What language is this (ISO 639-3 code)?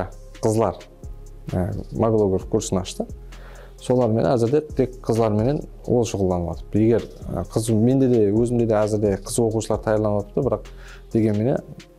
kaa